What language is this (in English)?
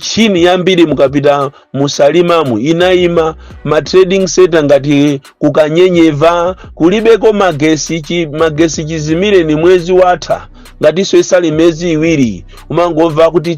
Nyanja